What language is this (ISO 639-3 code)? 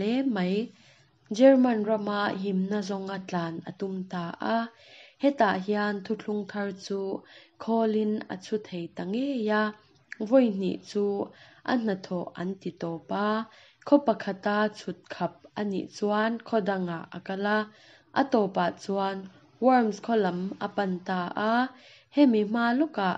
lus